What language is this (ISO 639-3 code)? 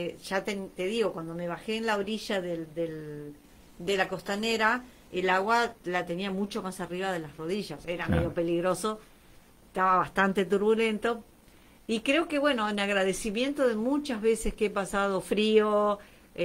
spa